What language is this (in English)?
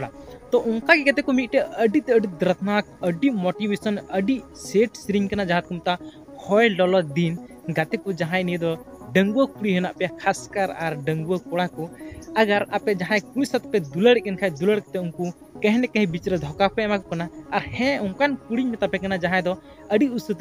Santali